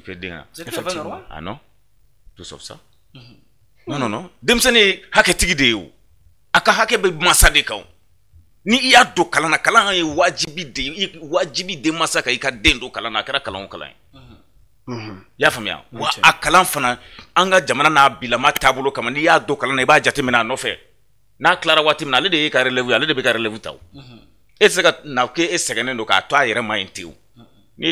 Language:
Bambara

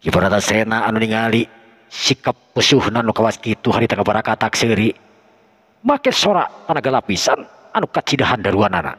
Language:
Sundanese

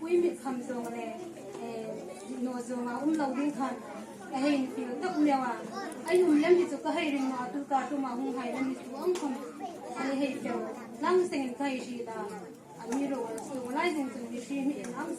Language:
Hmar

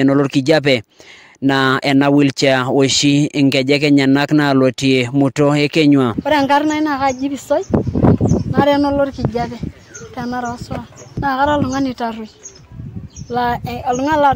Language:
Masai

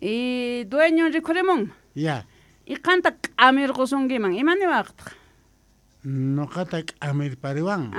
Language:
Quechua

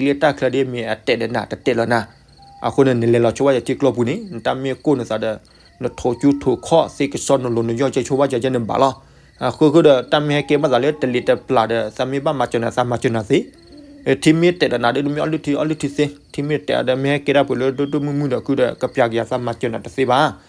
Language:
S'gaw Karen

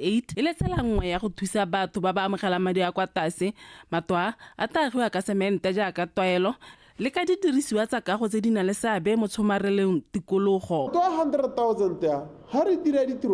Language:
Tswana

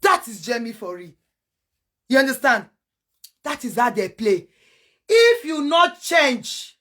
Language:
Nigerian Pidgin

